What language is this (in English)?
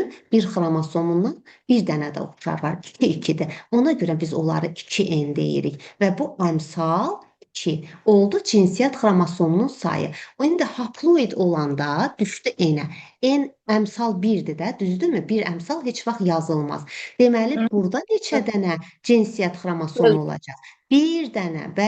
Azerbaijani